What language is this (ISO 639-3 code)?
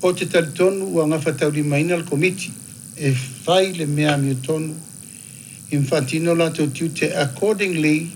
smo